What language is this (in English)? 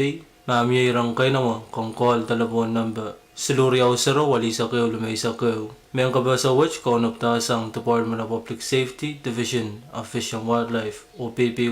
Pohnpeian